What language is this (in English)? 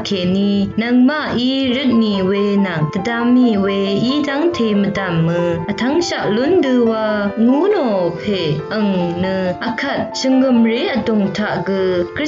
Rawang